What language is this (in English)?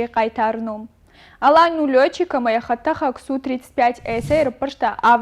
Ossetic